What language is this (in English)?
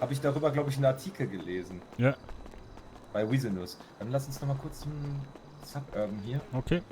Swiss German